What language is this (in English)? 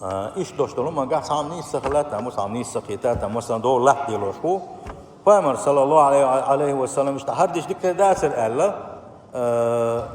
Chechen